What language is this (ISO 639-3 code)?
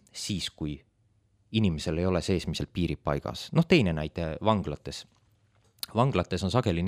est